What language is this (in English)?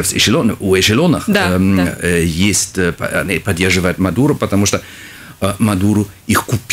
Russian